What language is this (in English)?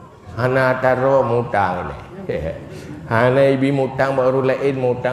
Achinese